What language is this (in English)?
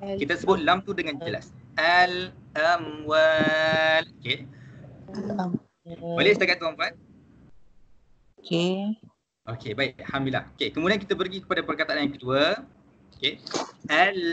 Malay